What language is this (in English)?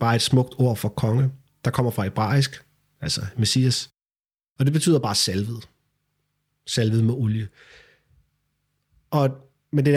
Danish